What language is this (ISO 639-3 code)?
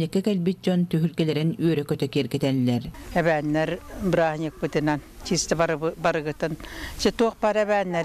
sah